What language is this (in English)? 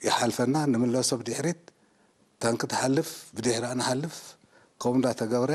Tigrinya